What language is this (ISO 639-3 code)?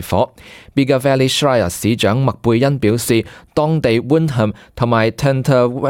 yue